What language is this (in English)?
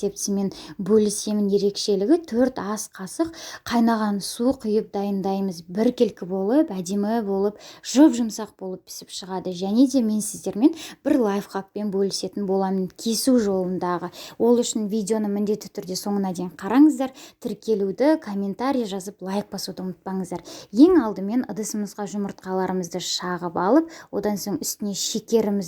Kazakh